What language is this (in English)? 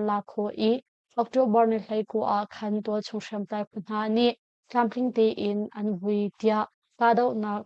Hakha Chin